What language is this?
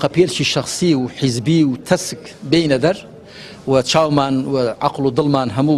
Central Kurdish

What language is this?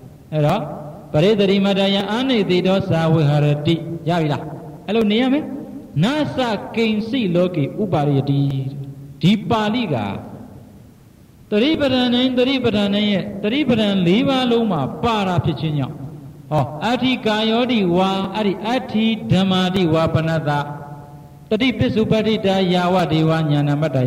Burmese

